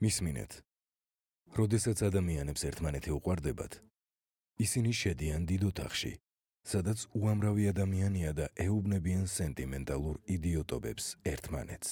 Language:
Georgian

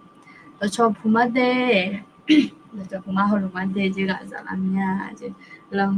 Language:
Akha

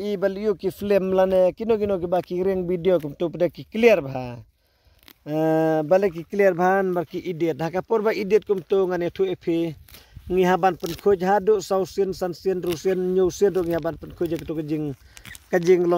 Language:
Khasi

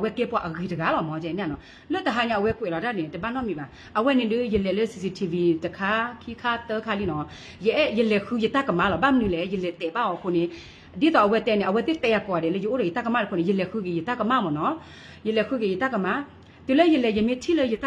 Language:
S'gaw Karen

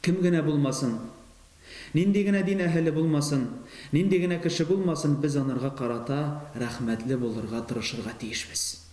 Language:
Tatar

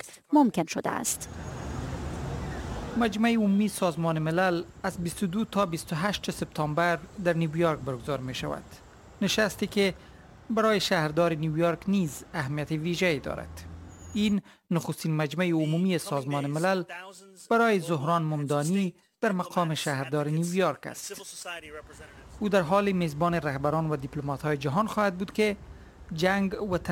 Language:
Persian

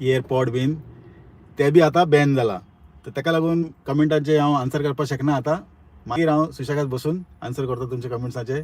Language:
Konkani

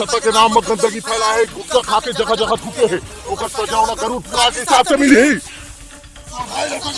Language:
Chhattisgarhi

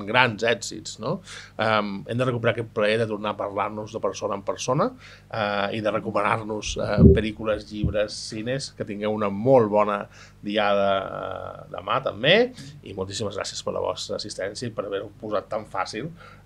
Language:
Catalan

